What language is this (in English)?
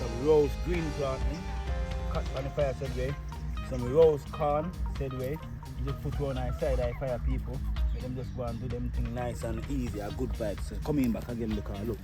Jamaican Creole English